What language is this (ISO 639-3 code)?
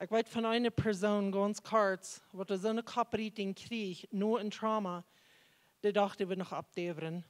pdt